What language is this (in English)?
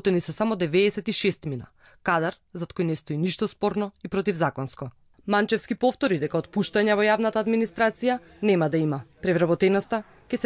Macedonian